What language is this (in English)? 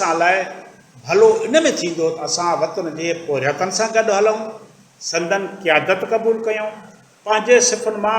Sindhi